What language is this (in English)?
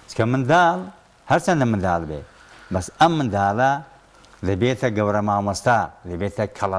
Central Kurdish